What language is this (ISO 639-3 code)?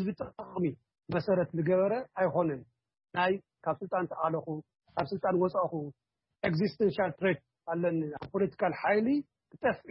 tir